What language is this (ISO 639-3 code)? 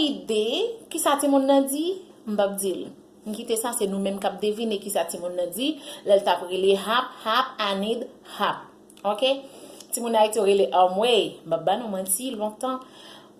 hat